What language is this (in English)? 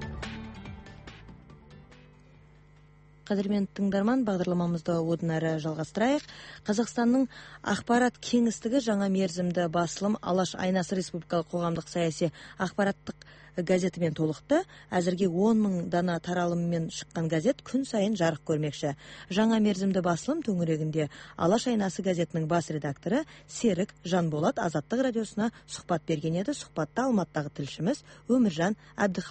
Kazakh